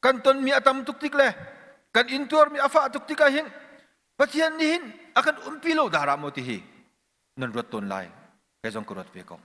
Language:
Hakha Chin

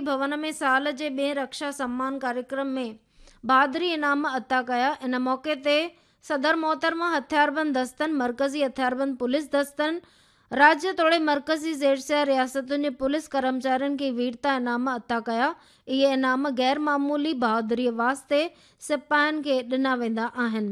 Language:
Sindhi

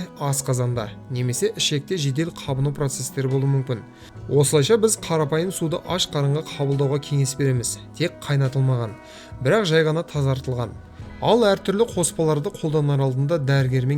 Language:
Kazakh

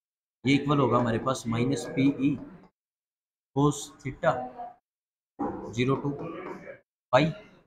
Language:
Hindi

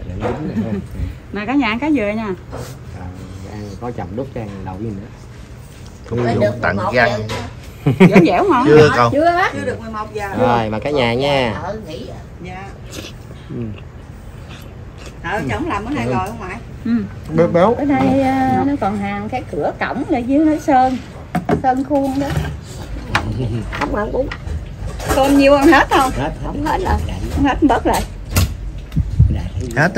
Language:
Vietnamese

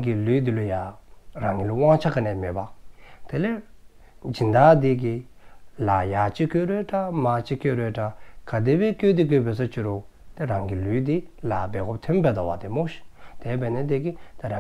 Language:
Dzongkha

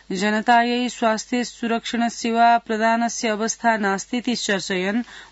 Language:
Sanskrit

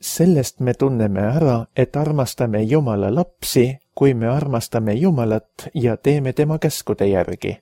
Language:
Estonian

